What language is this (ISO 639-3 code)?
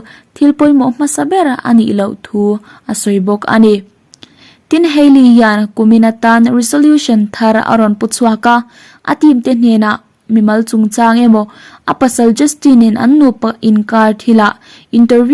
lus